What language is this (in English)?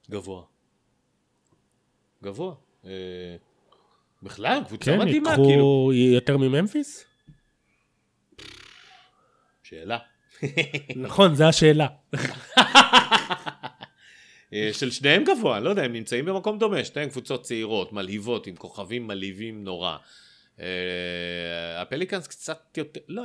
Hebrew